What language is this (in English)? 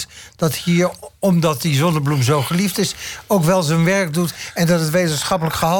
Dutch